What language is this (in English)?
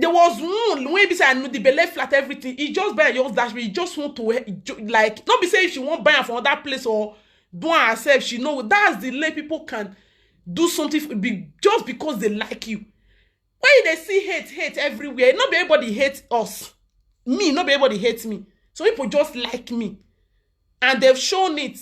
Nigerian Pidgin